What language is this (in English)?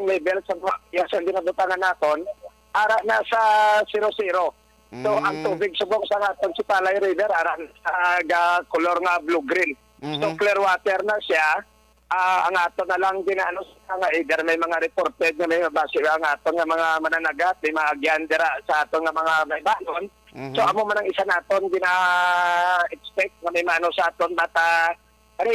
Hiligaynon